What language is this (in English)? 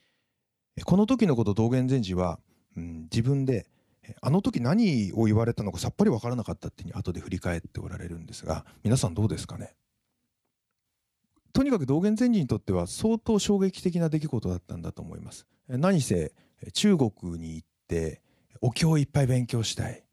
Japanese